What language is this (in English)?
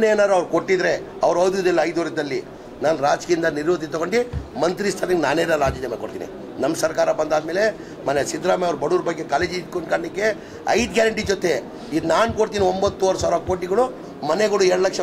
Kannada